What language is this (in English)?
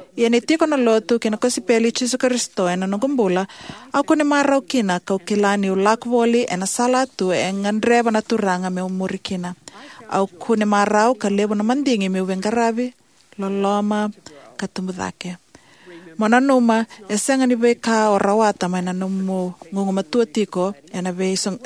Fijian